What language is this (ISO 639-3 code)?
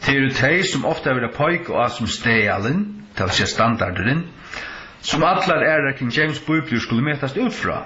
fao